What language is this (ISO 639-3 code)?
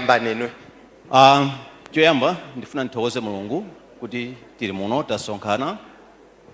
nya